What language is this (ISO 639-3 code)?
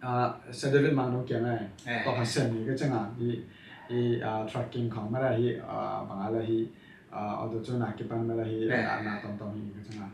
ctd